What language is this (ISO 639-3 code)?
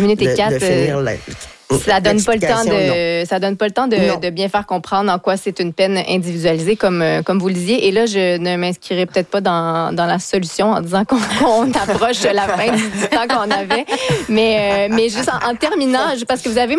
fra